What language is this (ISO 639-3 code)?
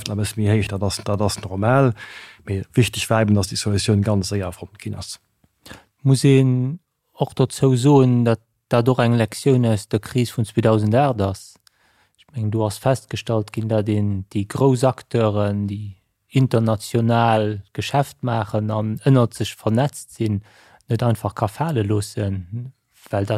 ltz